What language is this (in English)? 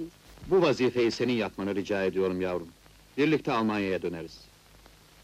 Turkish